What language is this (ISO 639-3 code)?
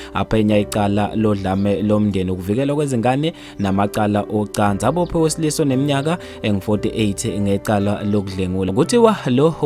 zul